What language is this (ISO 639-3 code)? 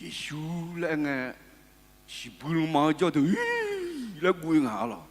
ahk